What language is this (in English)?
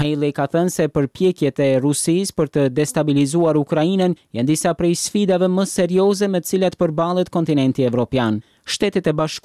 Albanian